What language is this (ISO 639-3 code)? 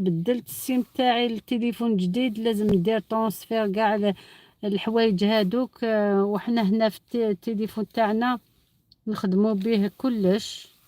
arq